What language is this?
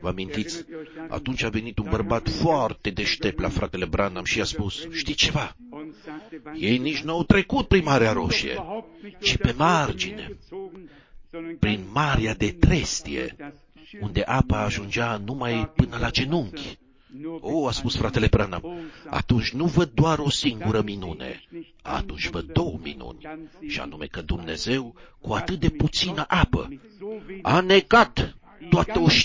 Romanian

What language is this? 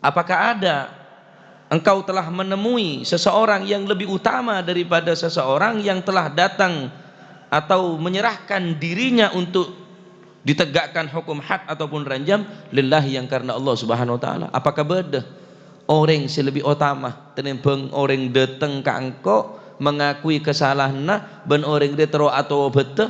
Madurese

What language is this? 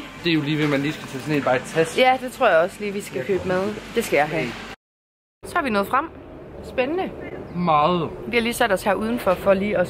Danish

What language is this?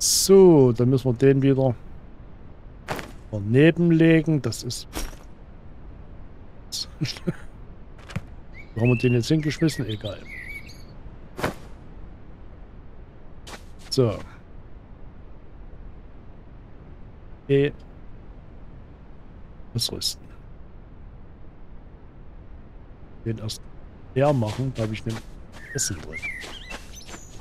German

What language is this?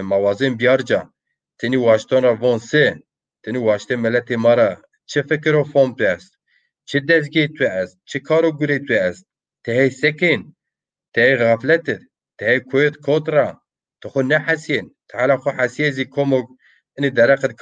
Zaza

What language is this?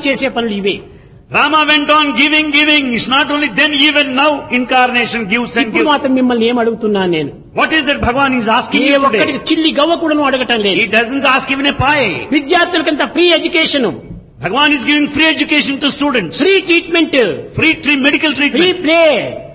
Telugu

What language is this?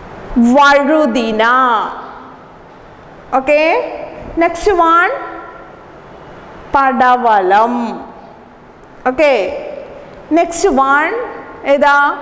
Malayalam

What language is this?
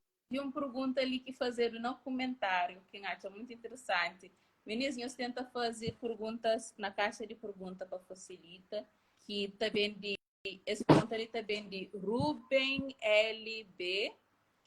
Kabuverdianu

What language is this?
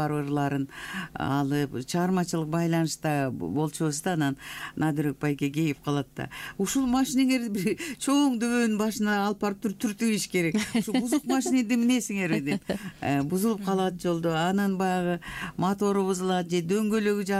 Kyrgyz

